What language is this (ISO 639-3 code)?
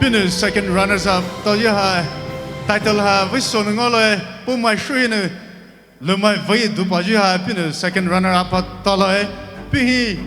pmx